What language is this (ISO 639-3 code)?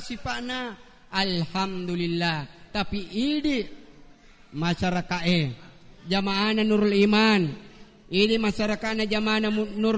bug